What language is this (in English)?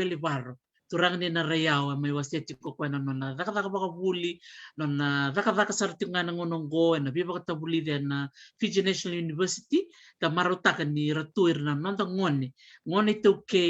Fijian